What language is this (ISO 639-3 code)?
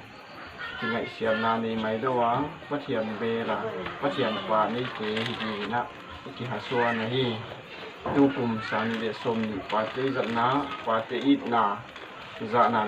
pck